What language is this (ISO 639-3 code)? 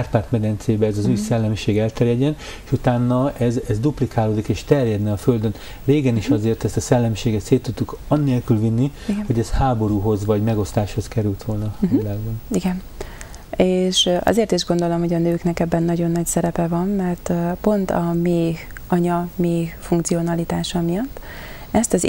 hun